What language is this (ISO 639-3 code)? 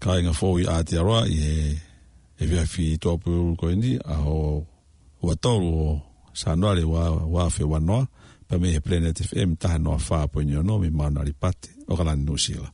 ton